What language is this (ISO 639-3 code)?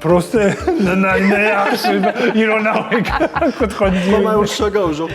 oss